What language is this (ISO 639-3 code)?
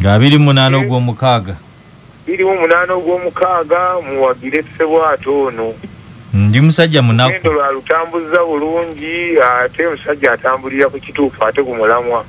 lug